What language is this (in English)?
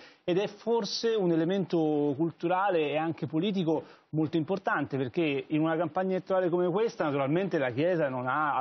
Italian